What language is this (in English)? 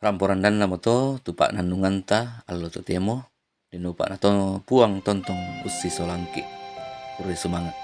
Toraja-Sa'dan